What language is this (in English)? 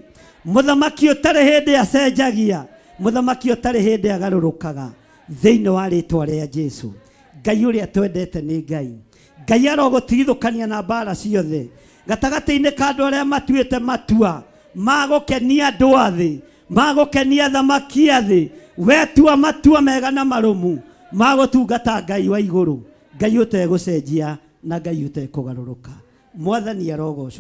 Kikuyu